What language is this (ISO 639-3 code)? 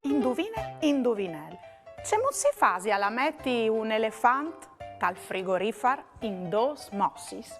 fur